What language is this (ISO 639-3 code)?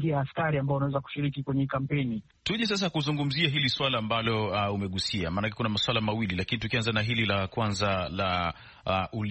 swa